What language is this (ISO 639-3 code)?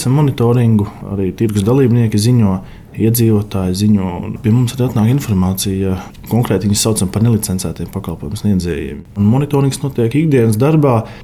lav